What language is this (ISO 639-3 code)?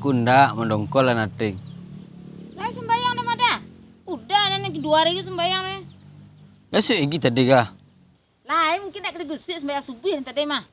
min